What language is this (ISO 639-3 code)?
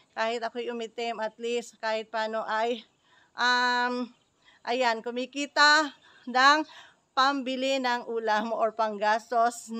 fil